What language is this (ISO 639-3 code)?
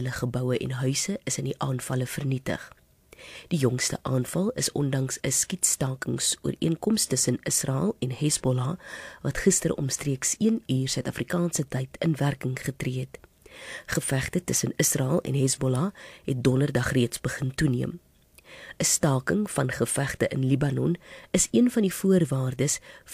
afr